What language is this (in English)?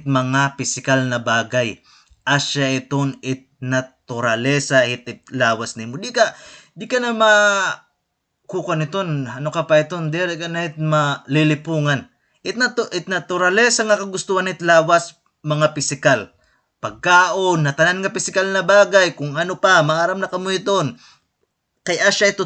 Waray